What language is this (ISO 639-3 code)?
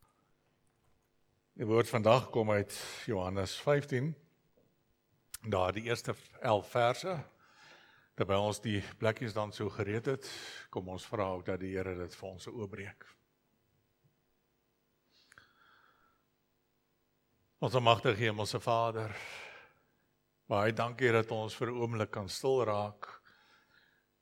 afr